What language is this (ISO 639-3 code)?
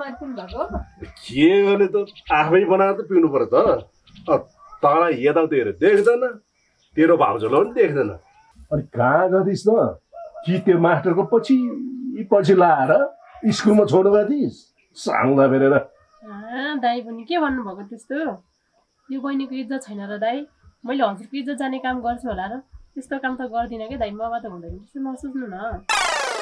nep